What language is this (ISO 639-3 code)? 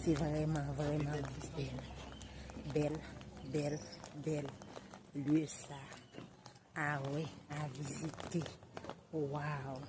hat